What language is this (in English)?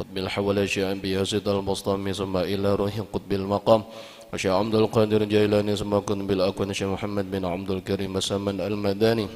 Banjar